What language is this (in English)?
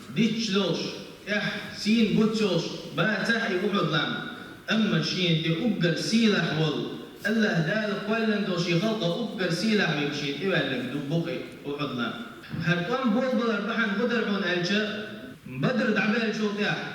Chechen